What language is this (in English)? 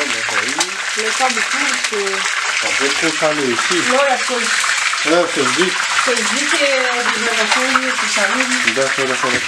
Réunion Creole French